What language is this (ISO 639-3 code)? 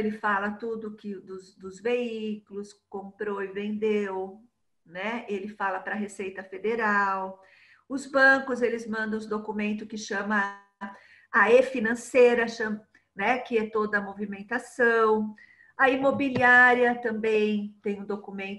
por